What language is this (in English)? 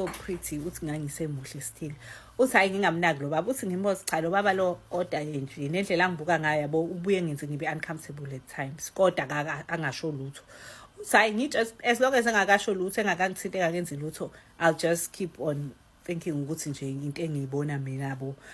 Zulu